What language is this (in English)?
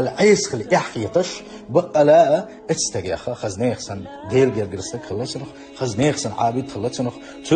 Chechen